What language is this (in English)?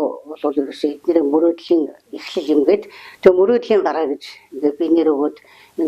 Mongolian